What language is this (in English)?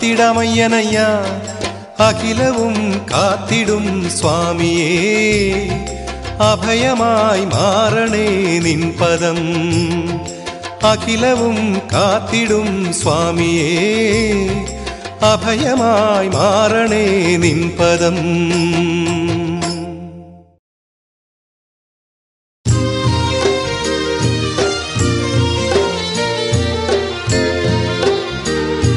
Malayalam